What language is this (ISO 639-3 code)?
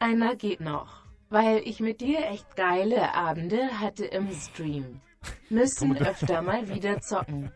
bar